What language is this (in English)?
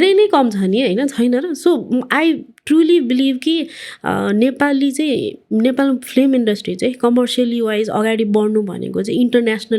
Nepali